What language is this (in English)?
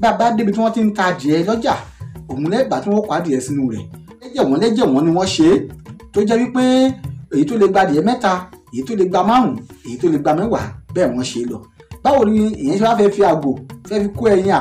Yoruba